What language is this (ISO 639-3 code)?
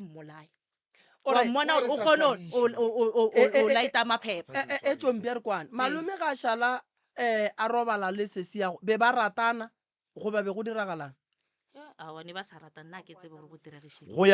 nso